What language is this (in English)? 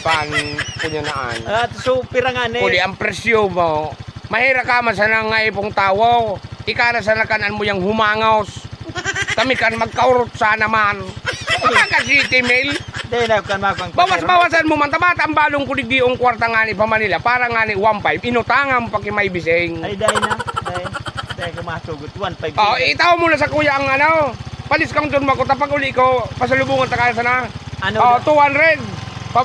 Bikol